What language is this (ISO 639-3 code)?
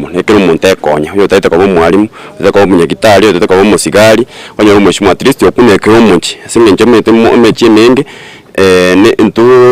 guz